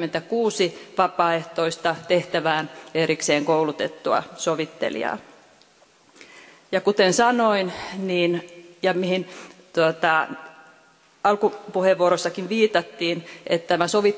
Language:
Finnish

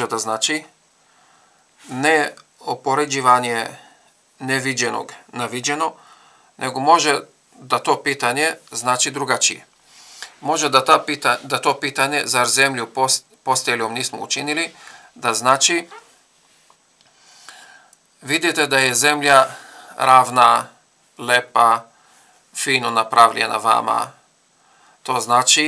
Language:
Bosnian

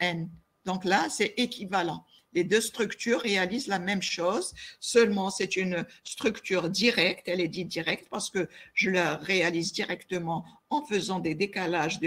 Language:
French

